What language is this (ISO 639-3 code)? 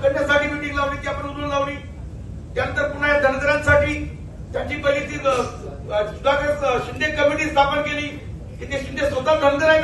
mar